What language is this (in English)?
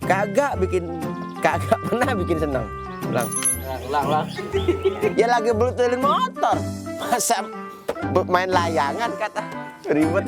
Betawi